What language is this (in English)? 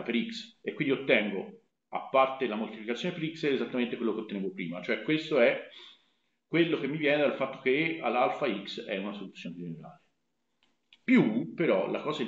Italian